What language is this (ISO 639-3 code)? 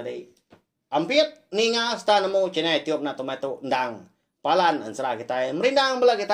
iba